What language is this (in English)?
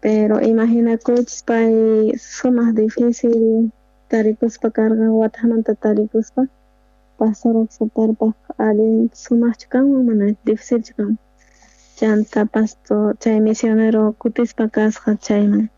South Bolivian Quechua